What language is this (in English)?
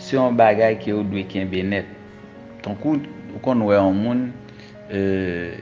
Haitian Creole